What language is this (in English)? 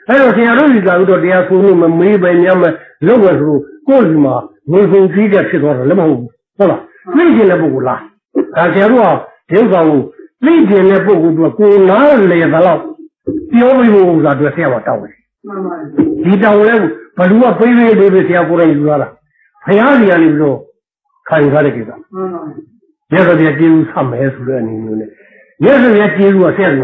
Burmese